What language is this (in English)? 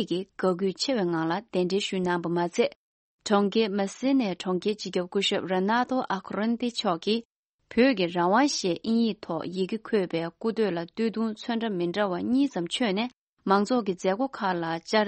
Tibetan